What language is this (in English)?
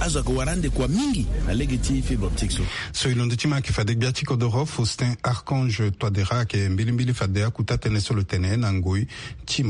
Sango